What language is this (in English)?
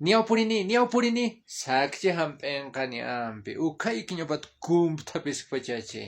Aymara